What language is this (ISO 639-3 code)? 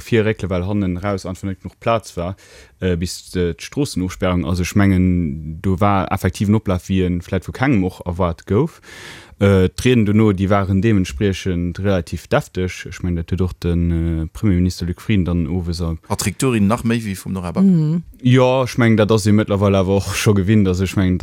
ltz